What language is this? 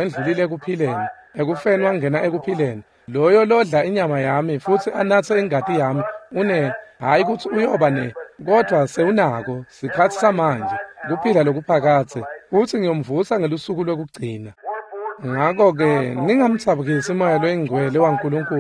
Swati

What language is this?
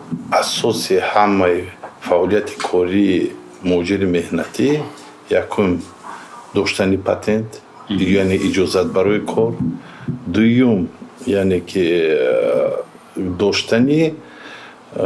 Tajik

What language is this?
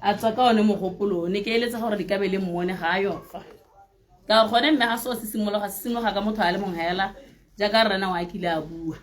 Tswana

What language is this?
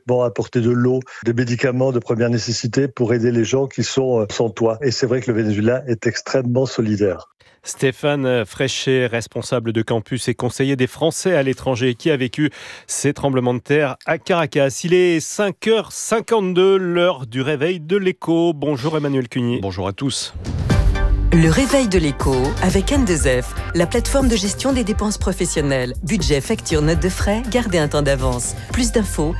French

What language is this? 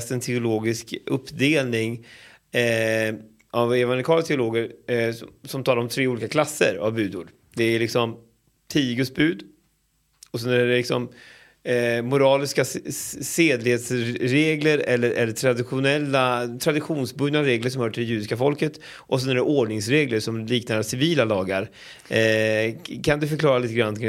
Swedish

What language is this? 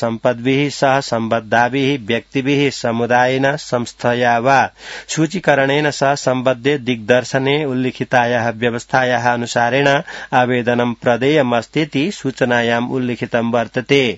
Sanskrit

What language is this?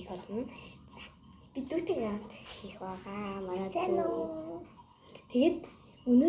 Mongolian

